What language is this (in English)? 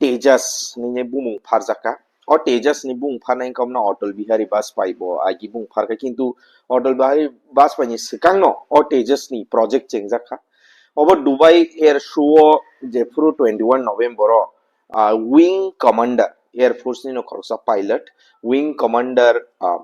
Kok Borok